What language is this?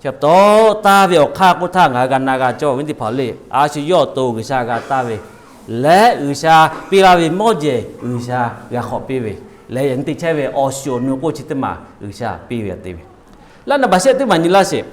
Lahu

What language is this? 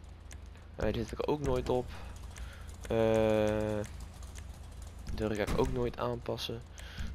Dutch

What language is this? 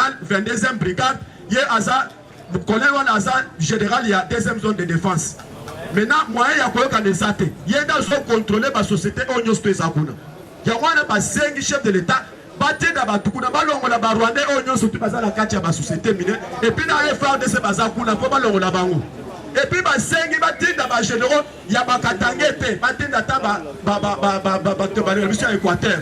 Lingala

